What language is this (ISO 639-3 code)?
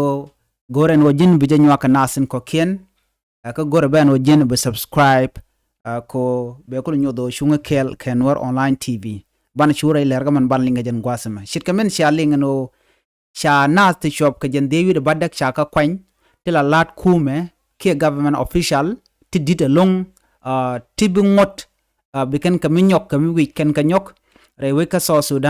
nus